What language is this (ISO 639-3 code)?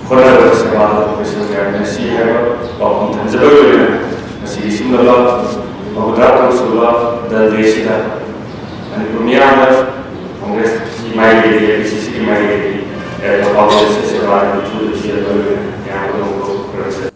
mni